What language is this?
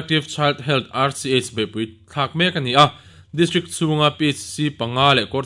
Mizo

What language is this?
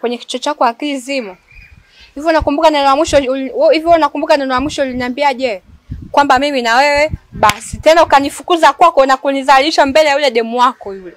Swahili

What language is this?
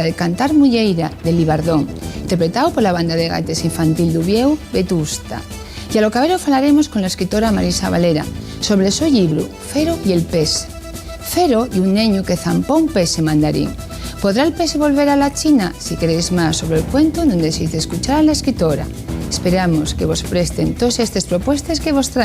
Asturian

